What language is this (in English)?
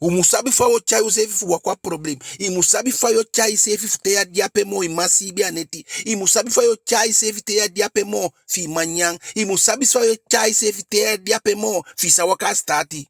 Eastern Maroon Creole